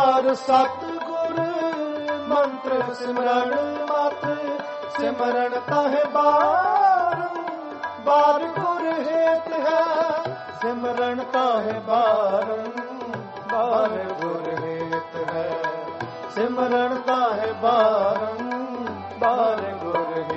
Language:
Punjabi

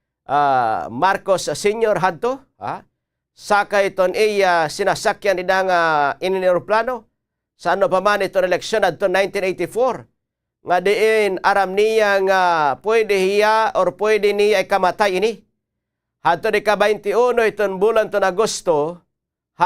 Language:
Waray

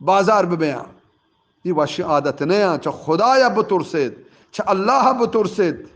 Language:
Eastern Balochi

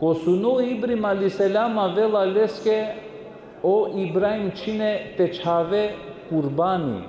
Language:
Balkan Romani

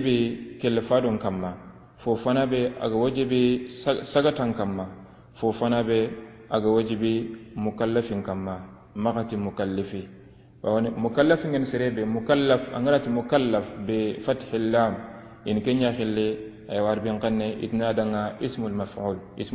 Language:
Soninke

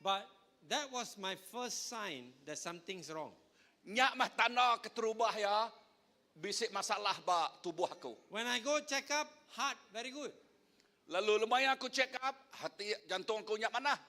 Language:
Iban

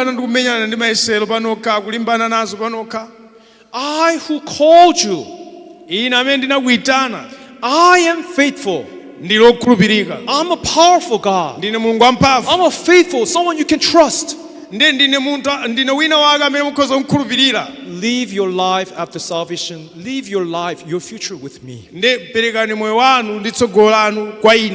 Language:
Nyanja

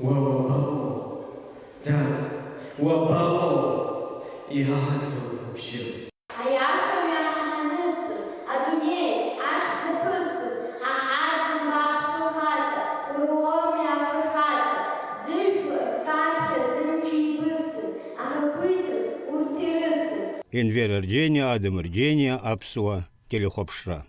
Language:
Abkhazian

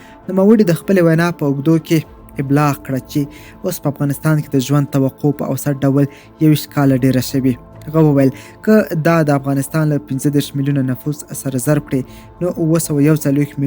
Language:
Pashto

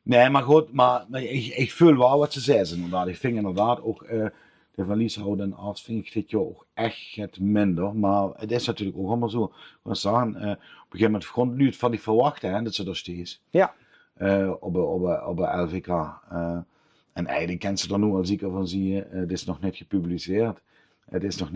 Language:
Limburgish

